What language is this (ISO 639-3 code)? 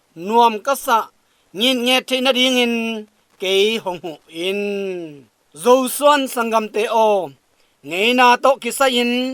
ctd